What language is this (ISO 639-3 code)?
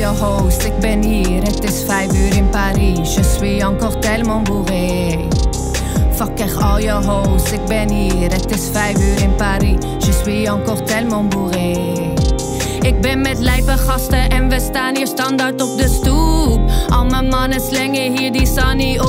nld